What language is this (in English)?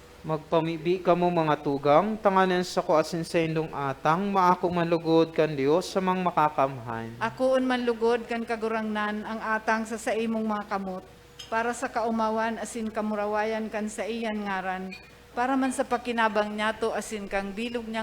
Bikol